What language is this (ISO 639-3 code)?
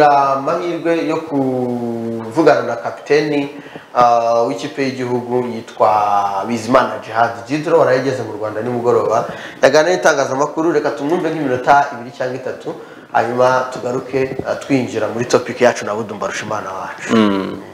kin